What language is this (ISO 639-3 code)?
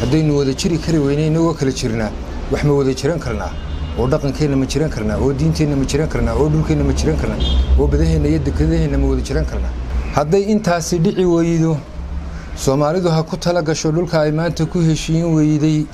som